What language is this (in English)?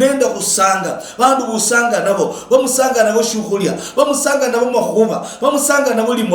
Luyia